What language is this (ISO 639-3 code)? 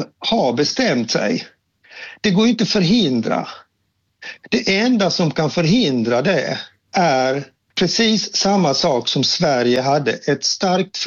swe